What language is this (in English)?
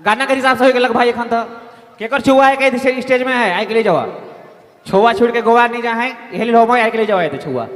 Sadri